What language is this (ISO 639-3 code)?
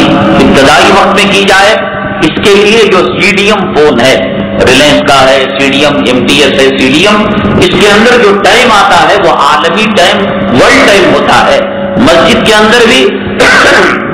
urd